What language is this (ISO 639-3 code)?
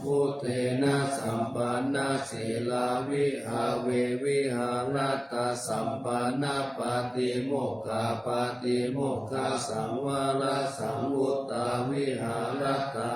pli